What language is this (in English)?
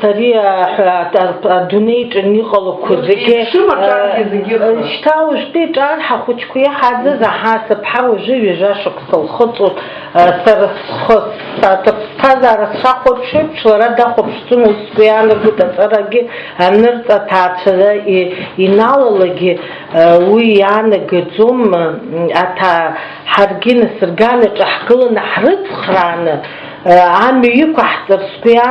Abkhazian